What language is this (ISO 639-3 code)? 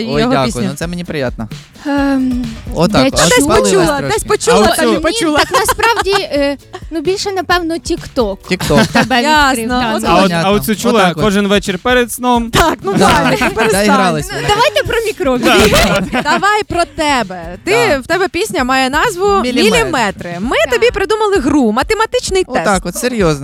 ukr